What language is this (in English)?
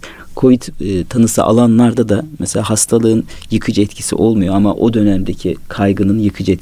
Turkish